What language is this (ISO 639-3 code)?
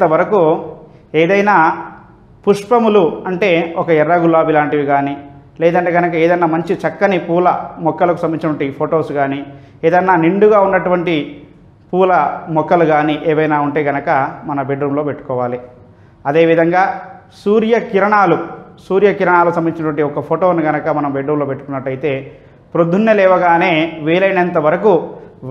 tel